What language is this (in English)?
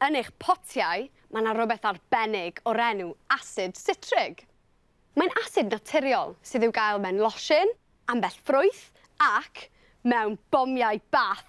Welsh